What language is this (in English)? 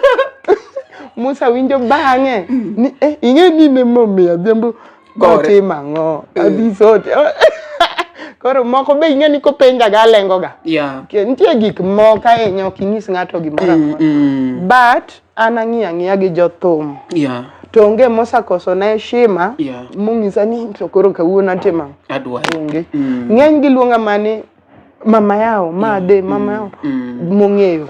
Luo (Kenya and Tanzania)